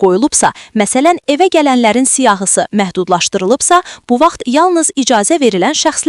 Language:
Azerbaijani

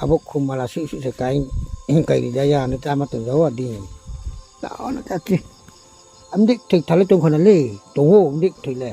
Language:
Riang (India)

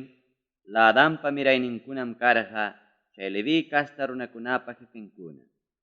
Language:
Ayacucho Quechua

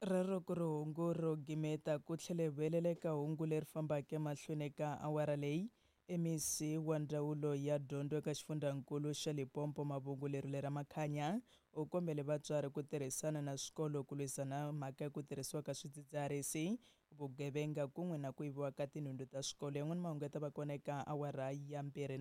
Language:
Tsonga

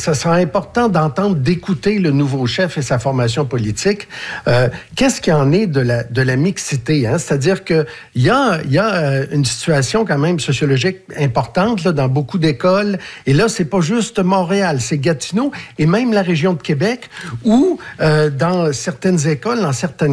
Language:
French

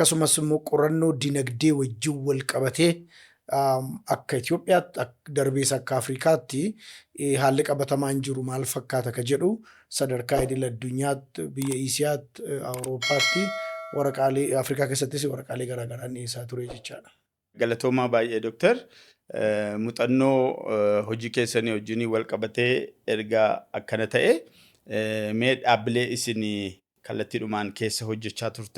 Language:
Oromo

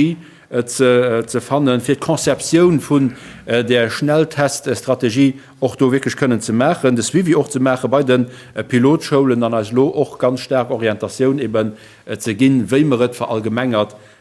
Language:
Luxembourgish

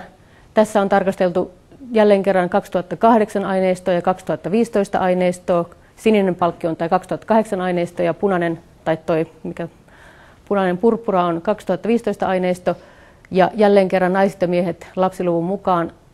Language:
Finnish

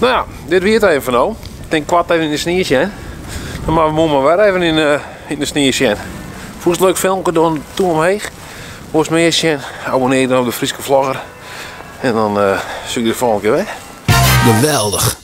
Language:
Western Frisian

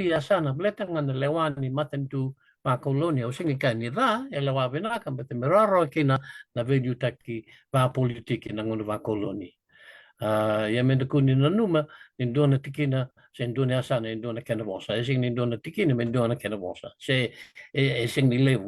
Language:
Fijian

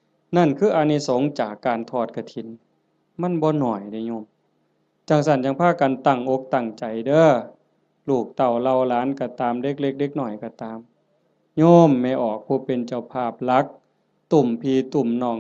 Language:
Lao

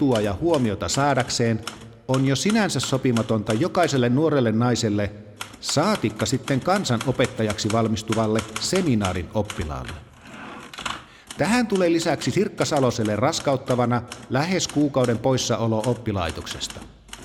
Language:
Finnish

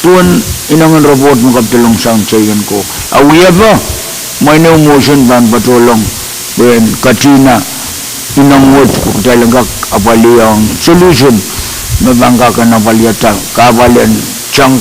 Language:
Pohnpeian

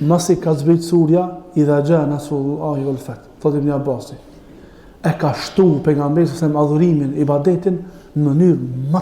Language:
Albanian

